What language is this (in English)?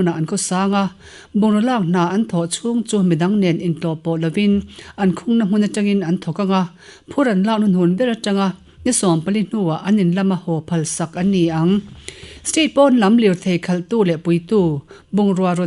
Mizo